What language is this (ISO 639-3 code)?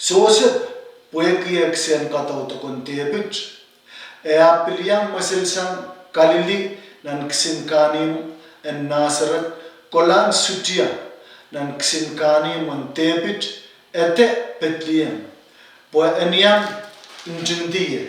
pon